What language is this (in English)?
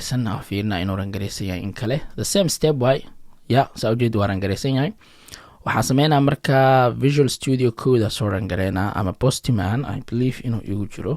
Somali